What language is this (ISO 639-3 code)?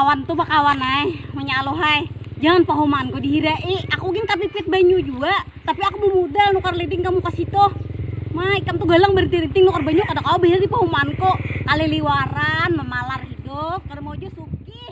bjn